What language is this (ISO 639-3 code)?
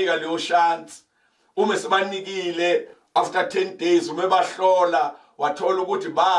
zul